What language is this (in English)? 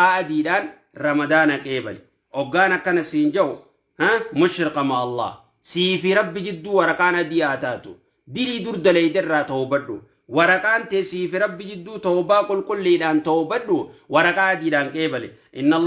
Oromo